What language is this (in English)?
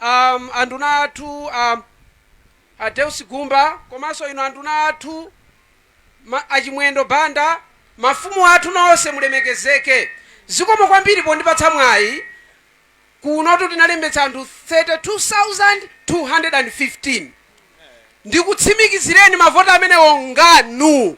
Nyanja